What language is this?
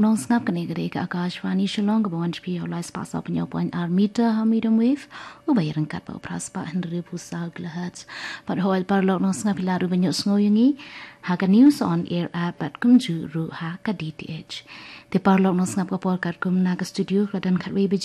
Khasi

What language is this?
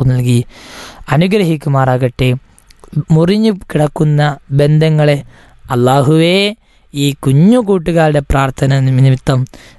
Malayalam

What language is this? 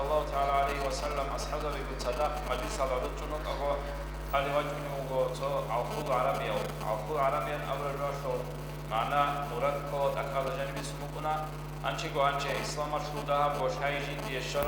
Avaric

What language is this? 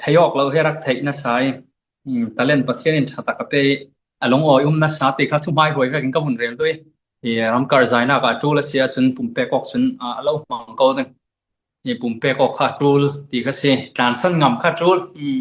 Falam Chin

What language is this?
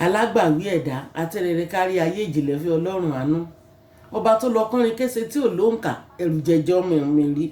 Yoruba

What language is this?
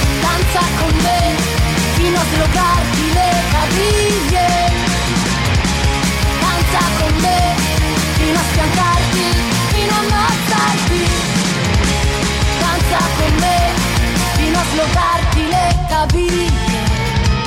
Italian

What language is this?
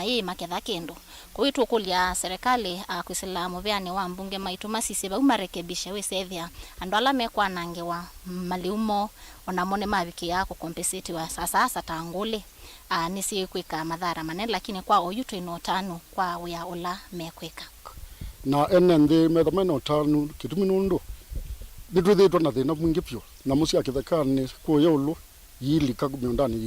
Kamba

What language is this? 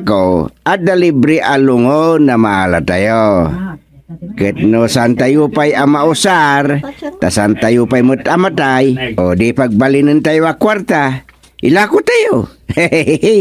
Iloko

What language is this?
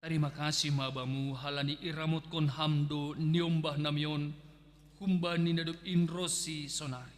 Batak Simalungun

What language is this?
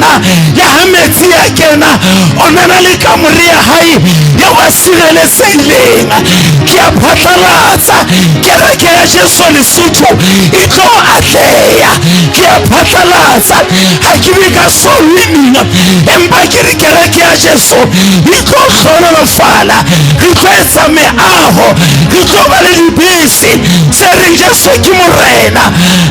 Southern Sotho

